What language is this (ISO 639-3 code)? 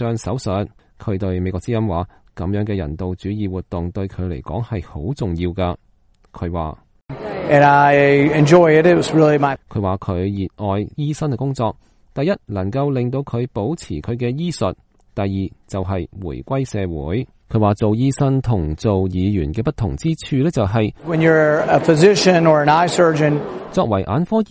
yue